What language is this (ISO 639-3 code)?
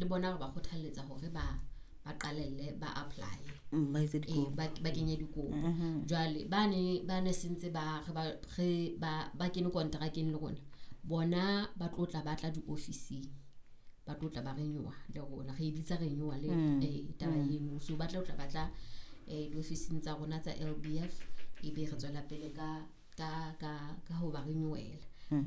sot